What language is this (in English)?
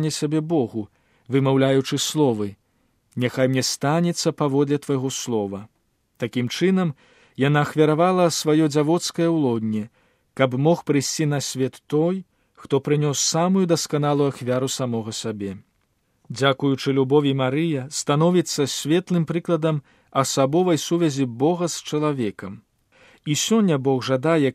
Belarusian